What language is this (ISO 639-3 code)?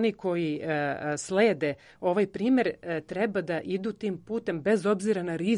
srp